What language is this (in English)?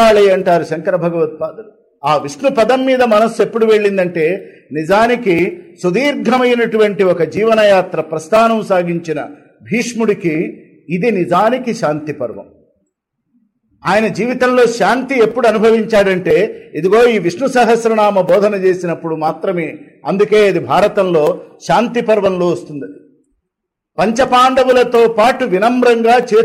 Telugu